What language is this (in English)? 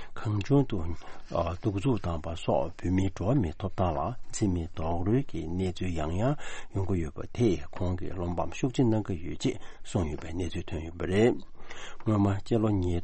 Tibetan